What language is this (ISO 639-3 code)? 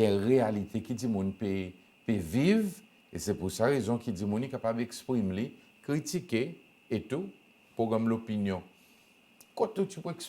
crs